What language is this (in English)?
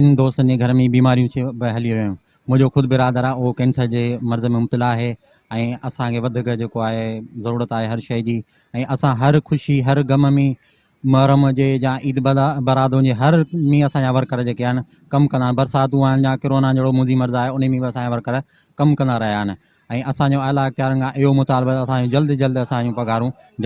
Sindhi